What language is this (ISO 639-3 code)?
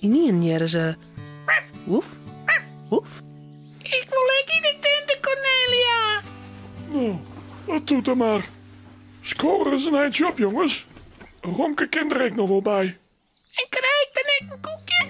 fry